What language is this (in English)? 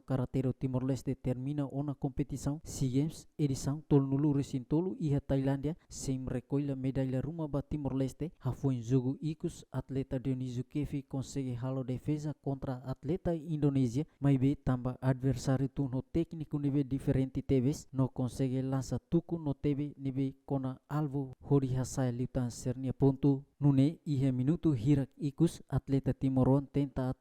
Tetum